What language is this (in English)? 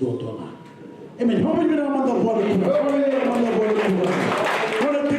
Fijian